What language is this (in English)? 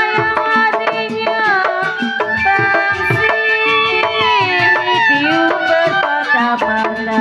Betawi